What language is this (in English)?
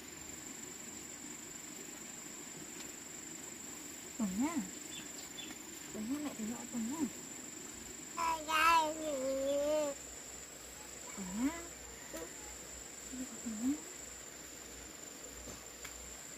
Vietnamese